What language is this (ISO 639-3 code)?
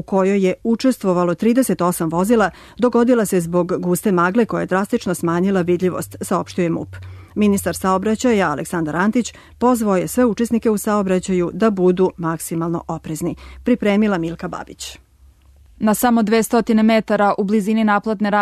srp